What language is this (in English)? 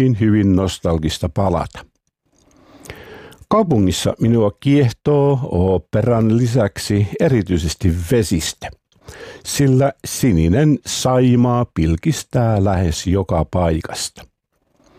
Finnish